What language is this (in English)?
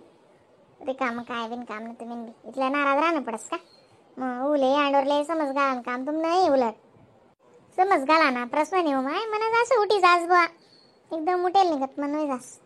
Khandesi